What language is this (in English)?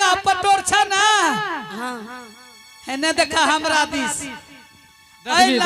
Angika